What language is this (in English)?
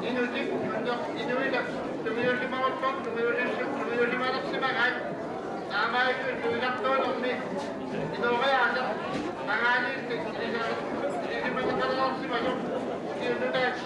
Kalaallisut